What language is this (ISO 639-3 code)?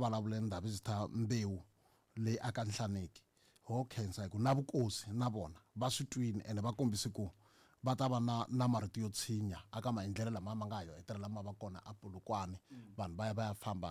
tso